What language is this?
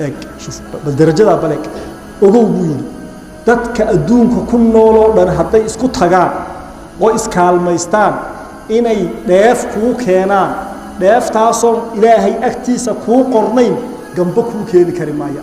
Somali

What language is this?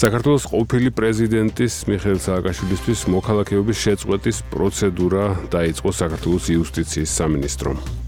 Georgian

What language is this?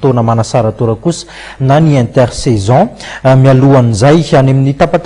Malagasy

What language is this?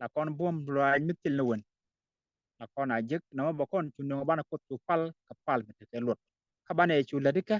Nuer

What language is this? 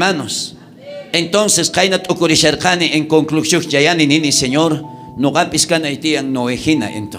South Bolivian Quechua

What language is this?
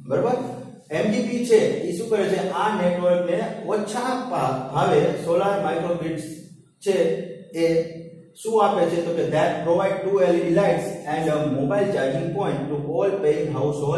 Gujarati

